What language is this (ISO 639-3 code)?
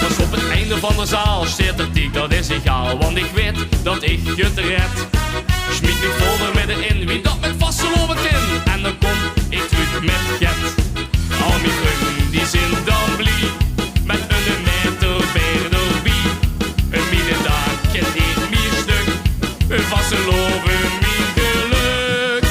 lim